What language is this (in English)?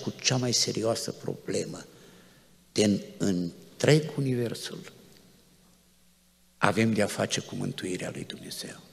Romanian